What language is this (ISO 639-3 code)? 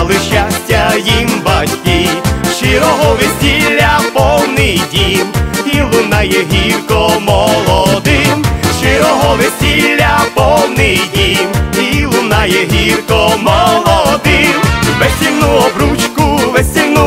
ukr